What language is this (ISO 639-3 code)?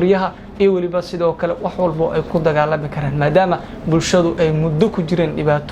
som